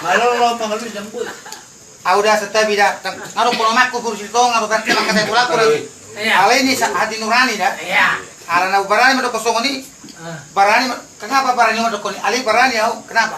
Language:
Batak Toba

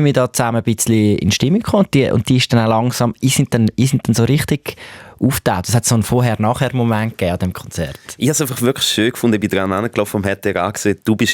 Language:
Swiss German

